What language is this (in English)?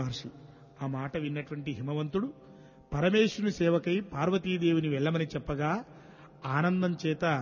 Telugu